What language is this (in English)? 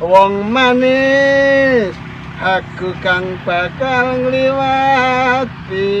Javanese